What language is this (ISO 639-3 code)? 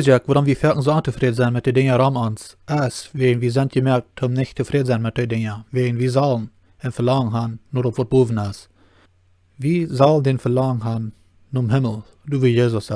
pdt